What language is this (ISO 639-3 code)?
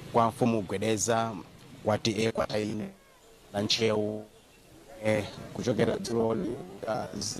nya